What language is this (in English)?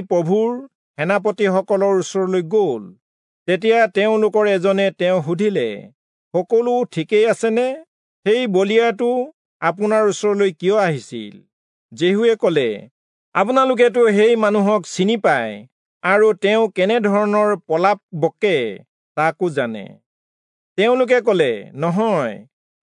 Assamese